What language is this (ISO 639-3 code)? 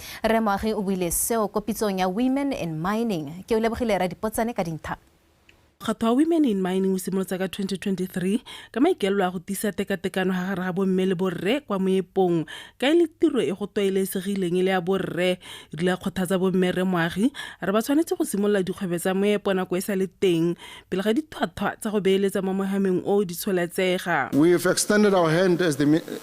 tsn